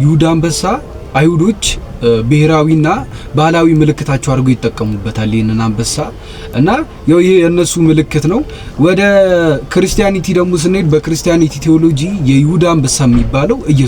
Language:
Amharic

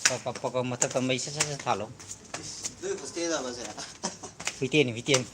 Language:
Manipuri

